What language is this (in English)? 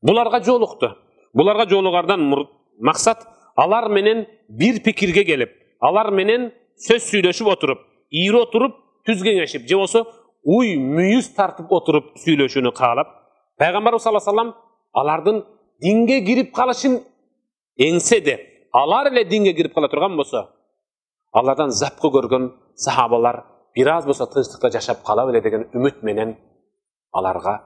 Kyrgyz